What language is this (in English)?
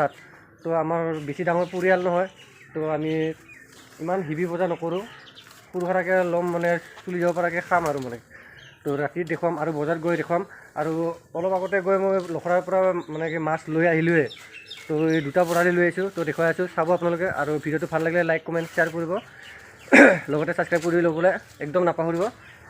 Assamese